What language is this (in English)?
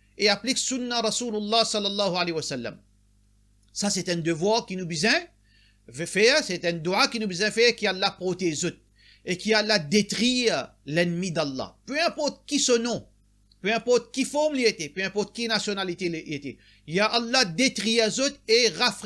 Morisyen